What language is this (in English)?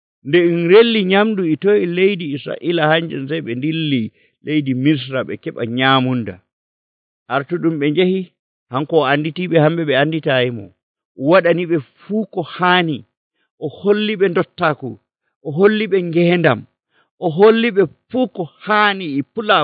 Nigerian Fulfulde